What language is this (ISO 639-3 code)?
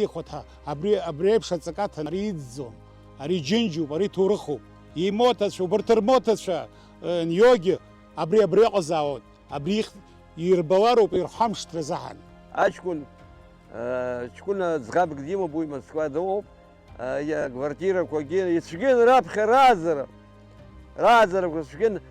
abk